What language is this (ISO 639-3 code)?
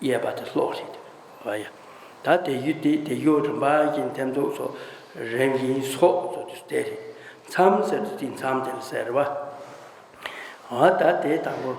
bod